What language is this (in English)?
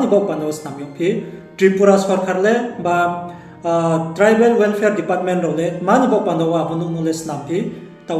Riang (India)